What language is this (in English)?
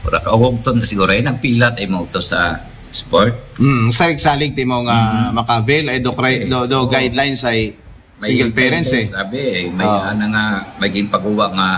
Aklanon